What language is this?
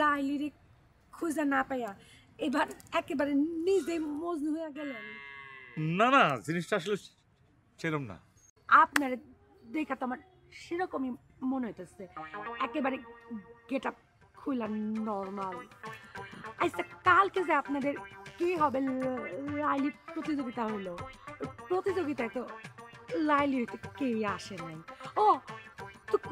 Bangla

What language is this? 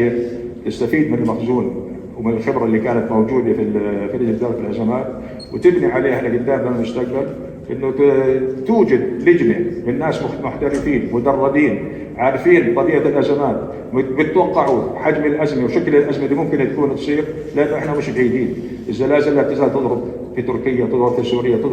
North Levantine Arabic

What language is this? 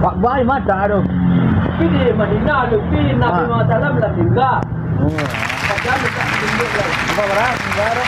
Minangkabau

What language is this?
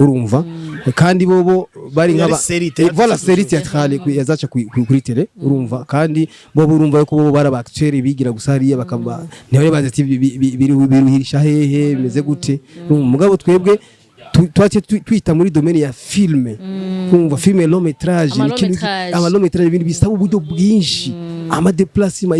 Rundi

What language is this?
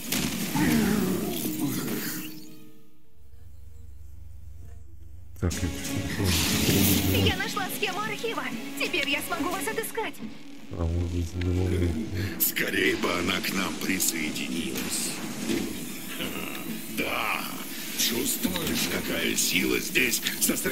Russian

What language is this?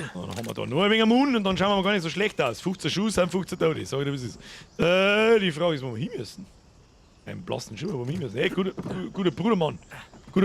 Bavarian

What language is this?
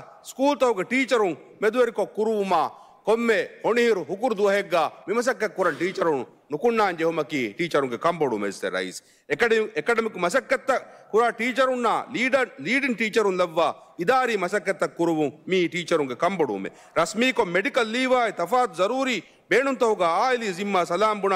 Divehi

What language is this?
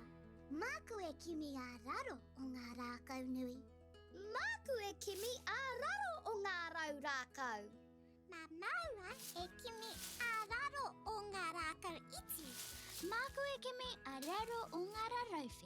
Māori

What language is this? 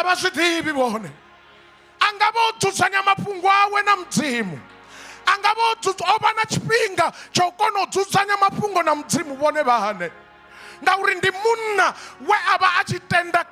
Venda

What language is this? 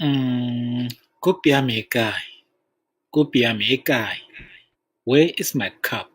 Tswana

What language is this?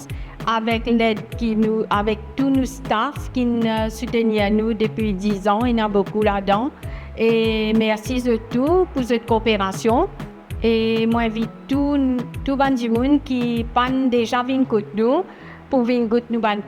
Morisyen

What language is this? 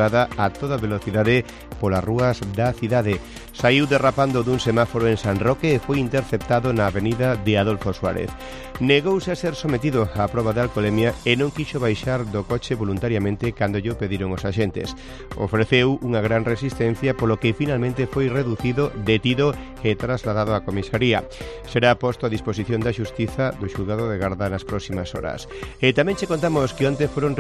Galician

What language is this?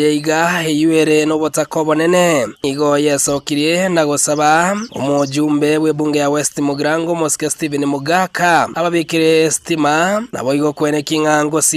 Gusii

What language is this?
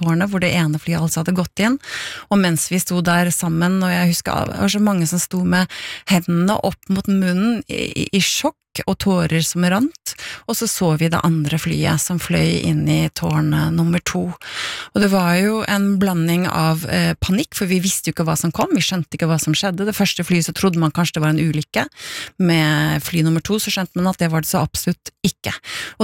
Norwegian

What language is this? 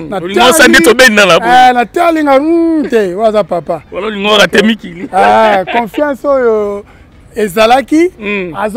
Lingala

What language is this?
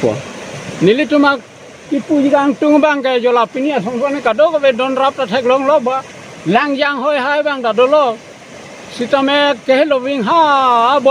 Karbi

